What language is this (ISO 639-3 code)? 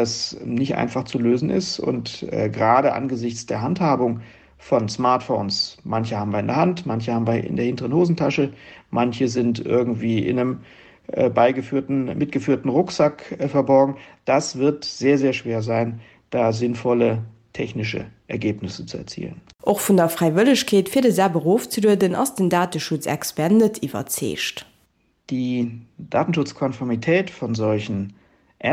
ltz